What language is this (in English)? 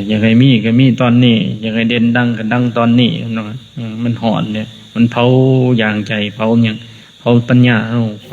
Lao